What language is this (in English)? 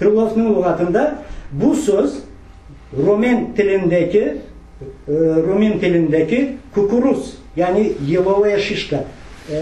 Crimean Tatar